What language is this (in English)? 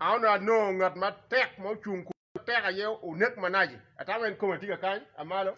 Acoli